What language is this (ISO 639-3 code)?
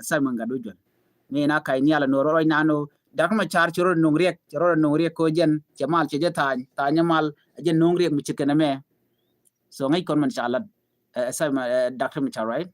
nus